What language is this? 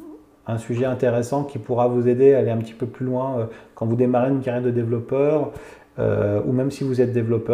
French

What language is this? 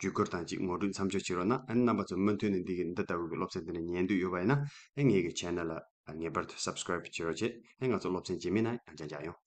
Tibetan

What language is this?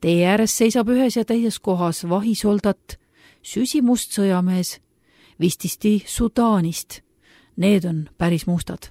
Estonian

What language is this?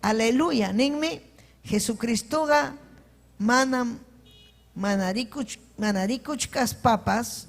Ayacucho Quechua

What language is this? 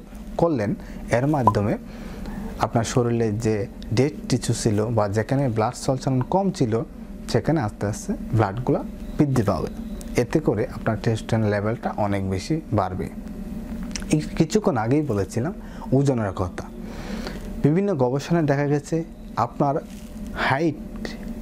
Bangla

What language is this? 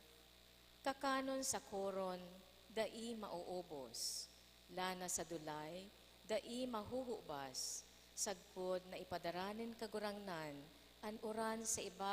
Bikol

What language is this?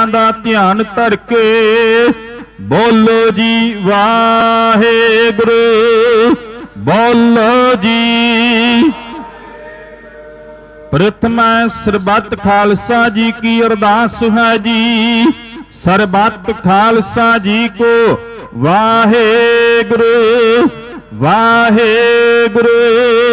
Punjabi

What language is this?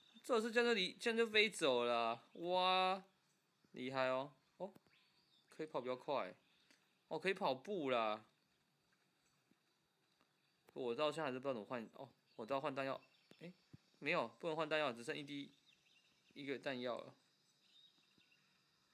Chinese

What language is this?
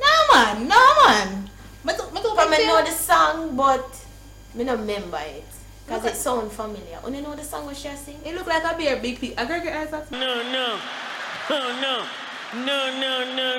Jamaican Creole English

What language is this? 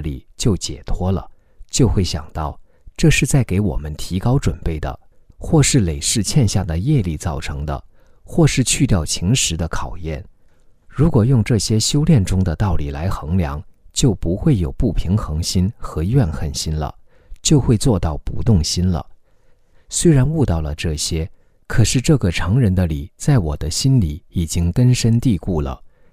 Chinese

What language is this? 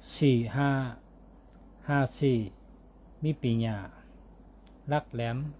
Shan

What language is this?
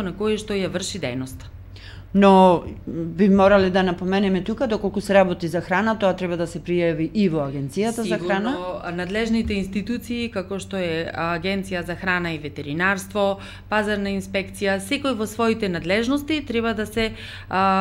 Macedonian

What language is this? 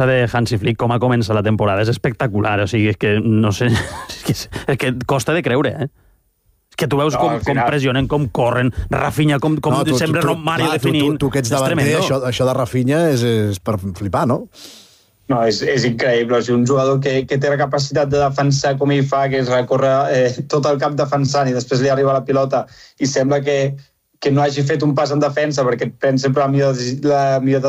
Catalan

